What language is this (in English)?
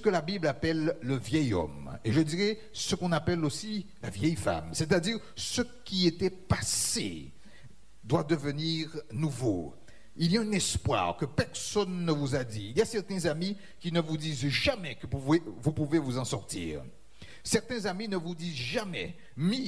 French